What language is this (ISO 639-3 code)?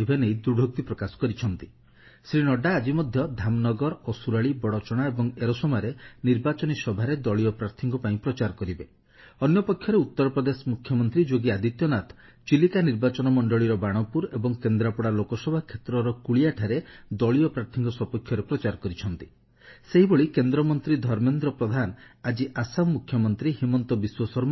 ori